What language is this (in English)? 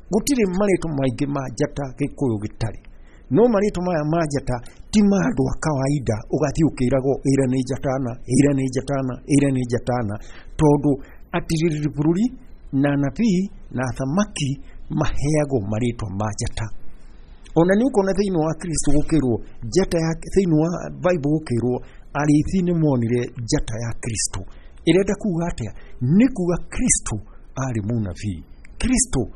Kikuyu